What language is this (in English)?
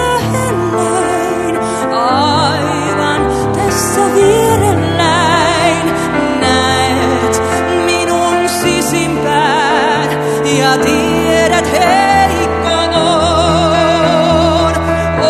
Finnish